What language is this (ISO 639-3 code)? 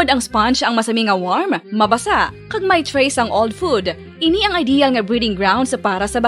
hil